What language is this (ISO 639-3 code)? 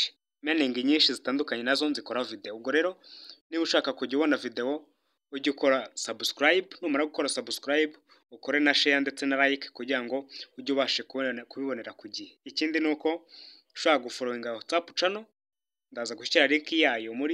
kin